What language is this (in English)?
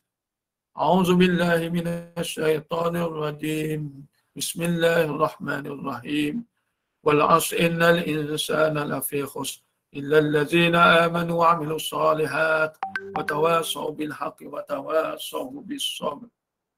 Malay